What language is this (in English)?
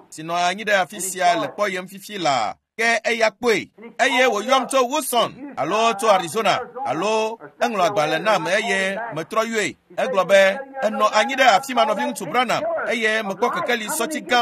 Ewe